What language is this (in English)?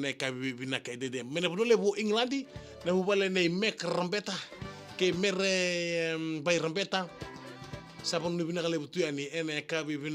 Fijian